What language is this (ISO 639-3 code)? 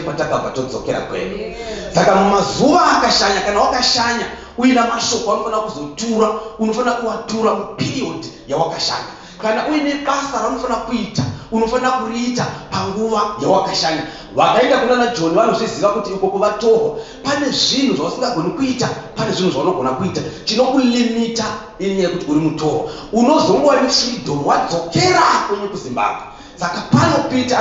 sna